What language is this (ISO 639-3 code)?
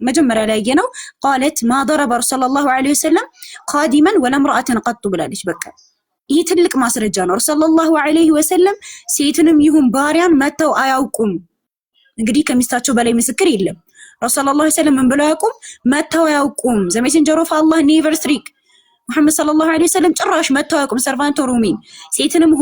amh